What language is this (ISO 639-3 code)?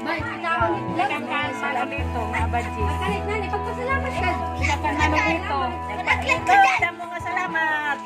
war